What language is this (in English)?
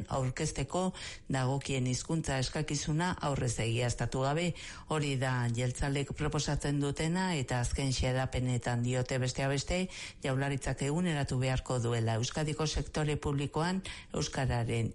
Basque